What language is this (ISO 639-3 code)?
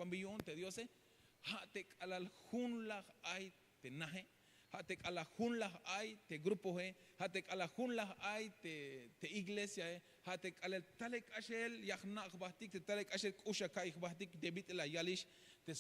tzh